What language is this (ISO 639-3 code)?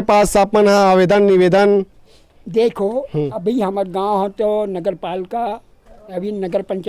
hne